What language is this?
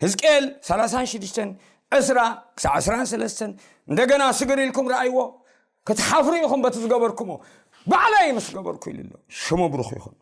Tigrinya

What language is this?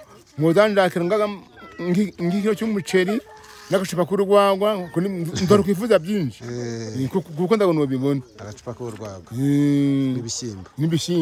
Kinyarwanda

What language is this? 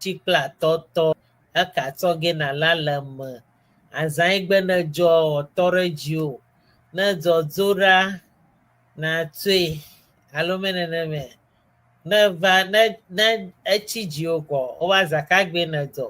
Ewe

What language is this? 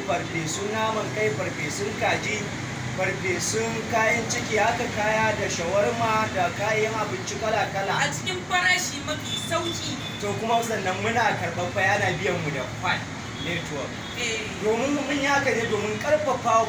Hausa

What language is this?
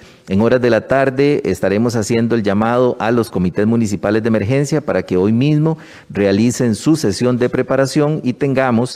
Spanish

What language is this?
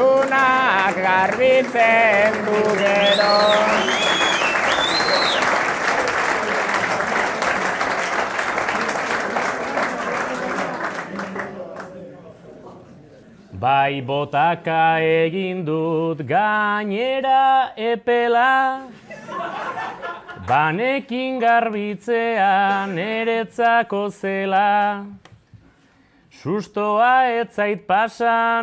Basque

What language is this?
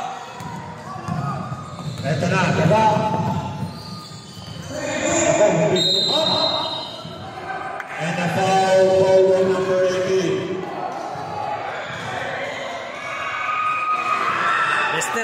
Filipino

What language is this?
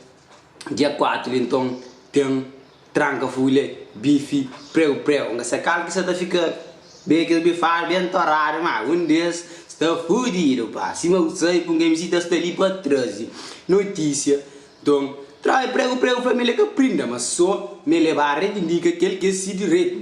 Kabuverdianu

